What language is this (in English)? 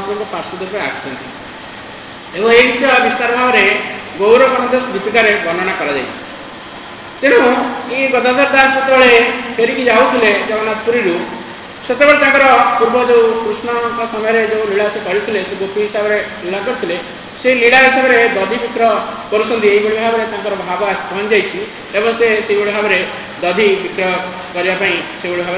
Odia